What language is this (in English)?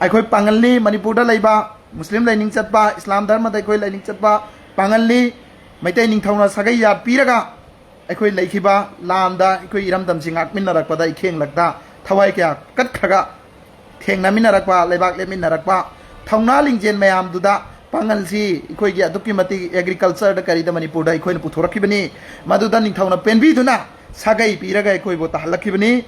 Manipuri